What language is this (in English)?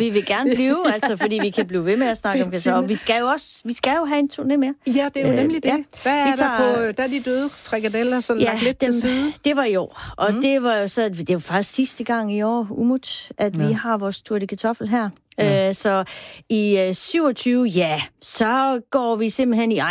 Danish